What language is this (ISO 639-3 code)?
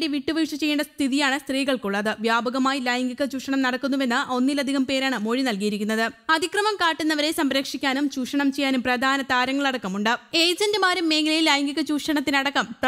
mal